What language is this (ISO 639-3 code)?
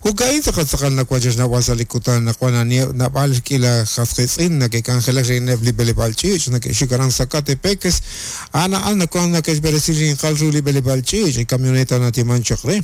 kek